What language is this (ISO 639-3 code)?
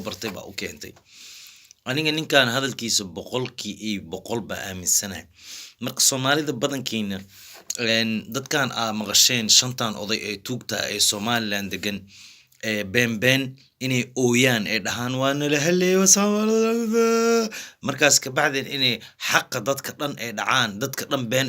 som